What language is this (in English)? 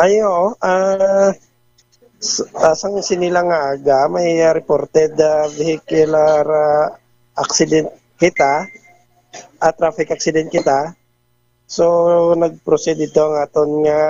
Hiligaynon